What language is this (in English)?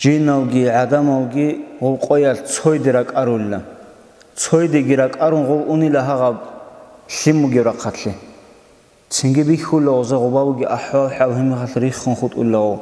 Avaric